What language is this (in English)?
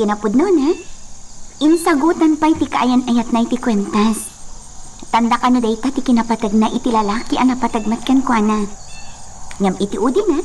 Iloko